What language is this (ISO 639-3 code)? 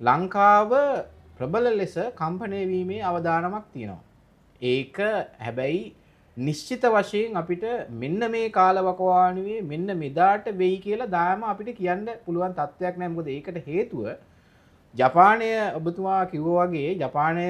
sin